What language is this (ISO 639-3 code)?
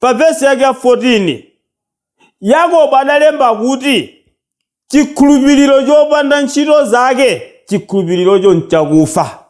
nya